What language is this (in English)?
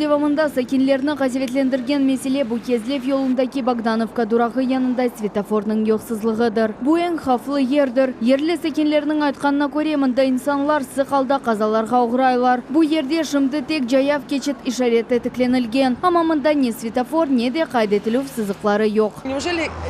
Crimean Tatar